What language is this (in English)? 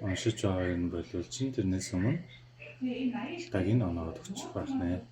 Mongolian